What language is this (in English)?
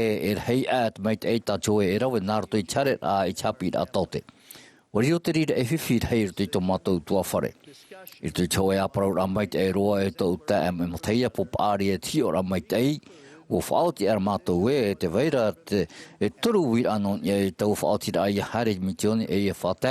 Tahitian